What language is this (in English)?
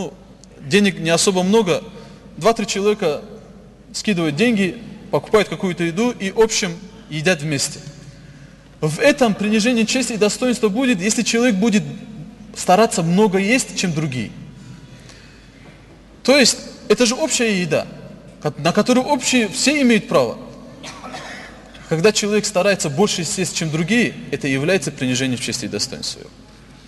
Russian